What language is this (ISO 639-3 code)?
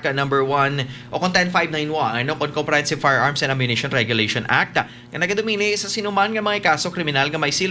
hil